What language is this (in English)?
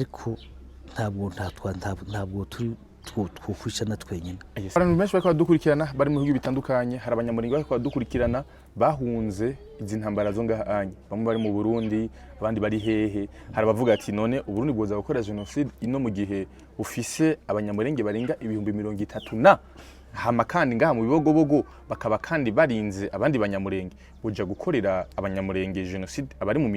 Rundi